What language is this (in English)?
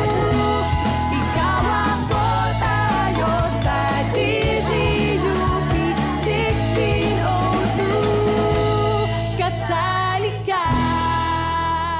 Filipino